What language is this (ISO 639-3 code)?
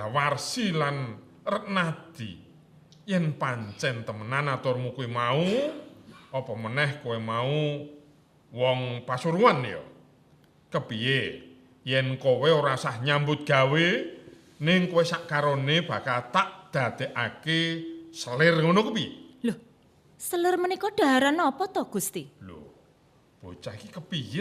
jav